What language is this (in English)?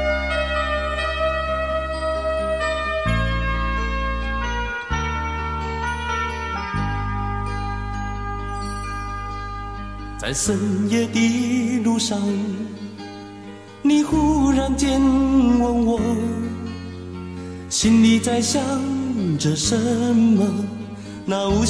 Chinese